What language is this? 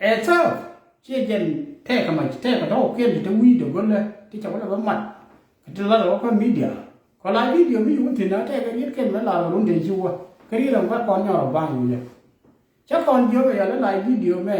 Nuer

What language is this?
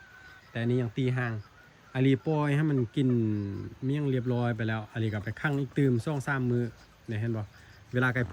Lao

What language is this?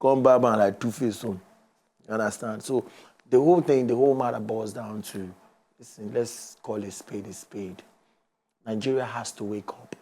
Nigerian Pidgin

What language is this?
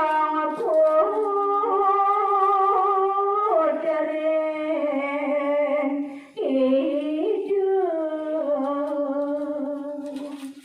Balinese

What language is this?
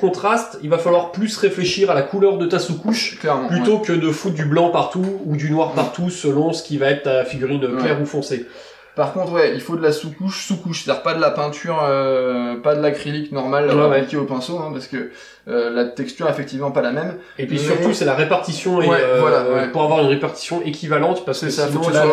French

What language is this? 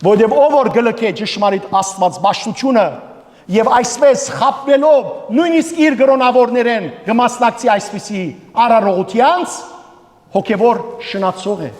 Western Armenian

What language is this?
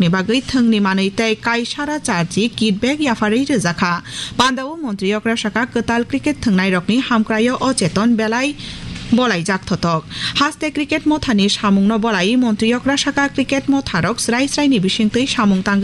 Kok Borok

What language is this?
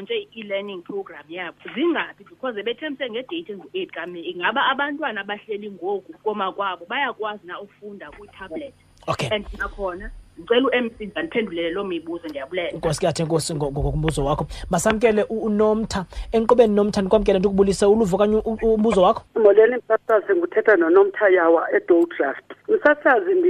Xhosa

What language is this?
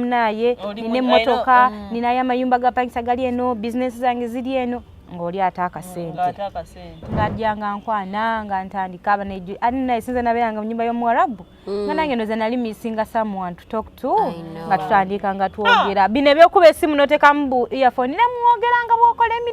Ganda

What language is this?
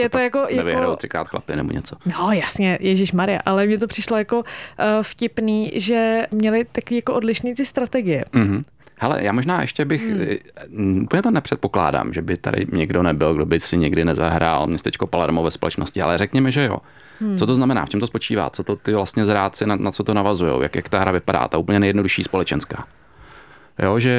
Czech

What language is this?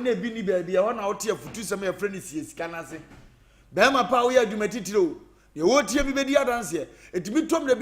Akan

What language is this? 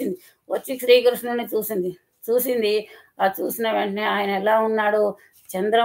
Telugu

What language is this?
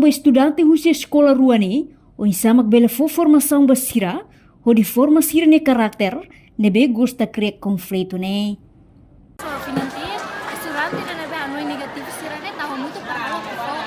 Tetum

